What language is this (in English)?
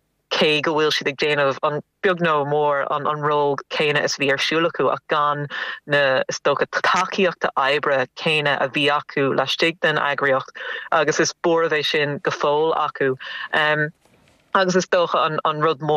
Irish